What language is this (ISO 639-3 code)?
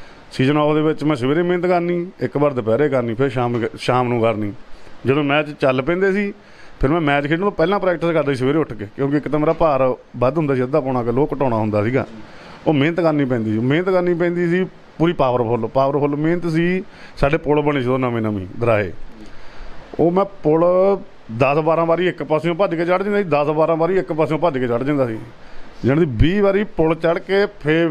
pan